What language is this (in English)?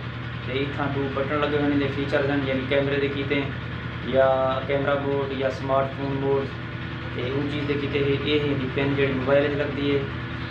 Saraiki